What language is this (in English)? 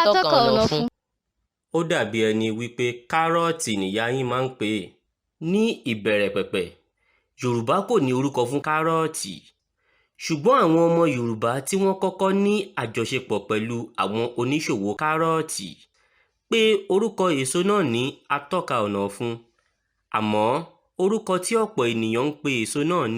Yoruba